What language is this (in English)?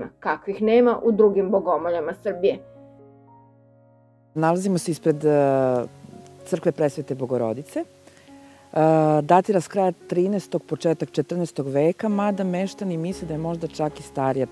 Serbian